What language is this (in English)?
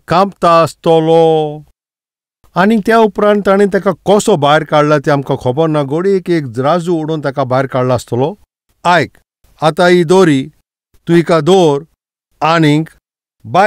Konkani